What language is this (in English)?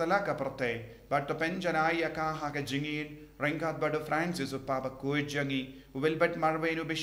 Khasi